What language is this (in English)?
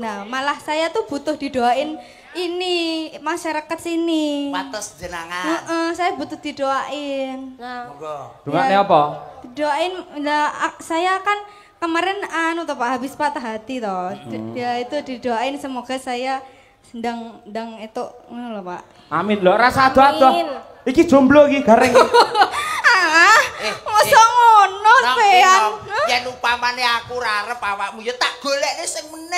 Javanese